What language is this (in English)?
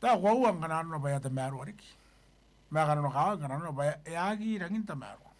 Gilbertese